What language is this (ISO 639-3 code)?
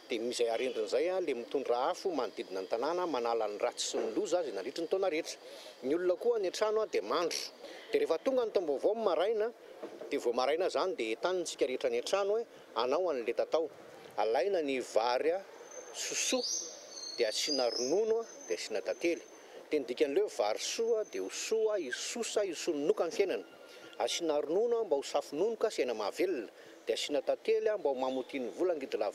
mlg